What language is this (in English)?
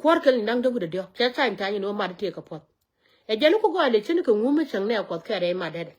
Nuer